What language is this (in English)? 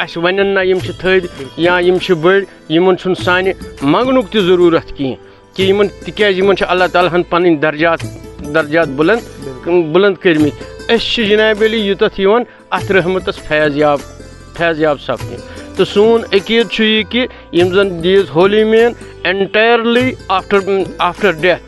Kashmiri